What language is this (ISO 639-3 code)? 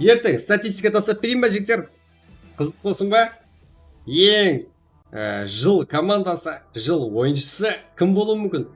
kaa